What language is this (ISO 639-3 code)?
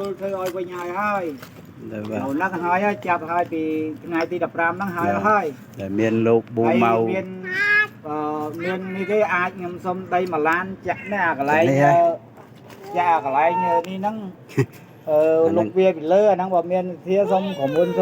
khm